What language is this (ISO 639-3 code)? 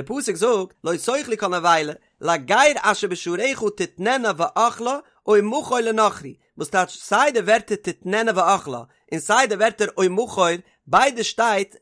yid